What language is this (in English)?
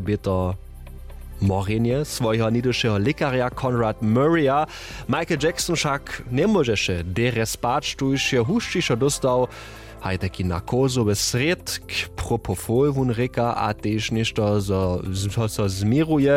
Upper Sorbian